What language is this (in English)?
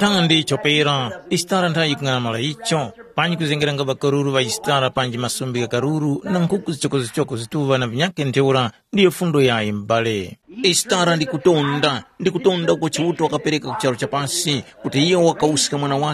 Tumbuka